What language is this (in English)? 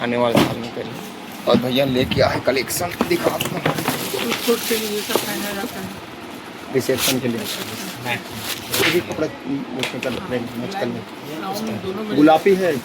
Chhattisgarhi